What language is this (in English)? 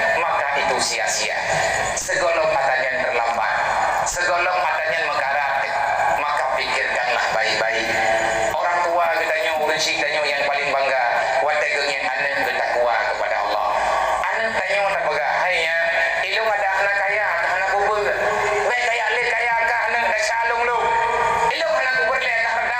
Achinese